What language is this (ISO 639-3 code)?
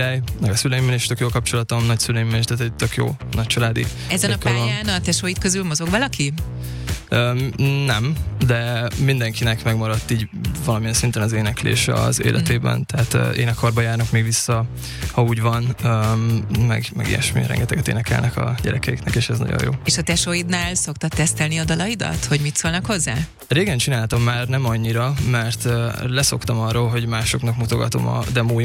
hun